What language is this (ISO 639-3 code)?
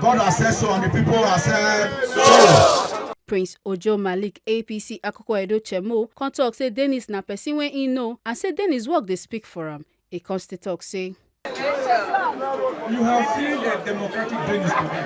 pcm